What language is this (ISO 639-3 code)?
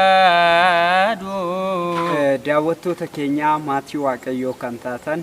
orm